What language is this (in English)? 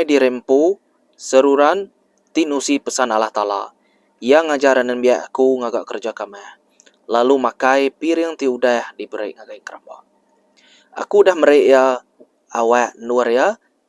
Iban